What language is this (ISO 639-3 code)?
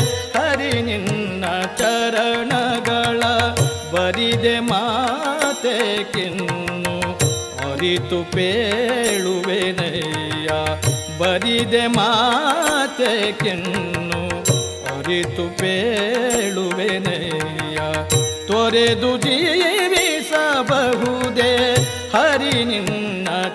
kan